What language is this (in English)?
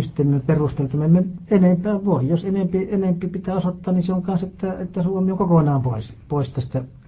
Finnish